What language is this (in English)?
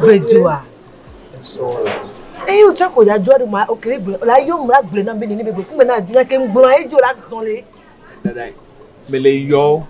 Ewe